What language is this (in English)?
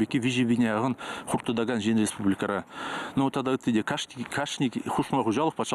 Chuvash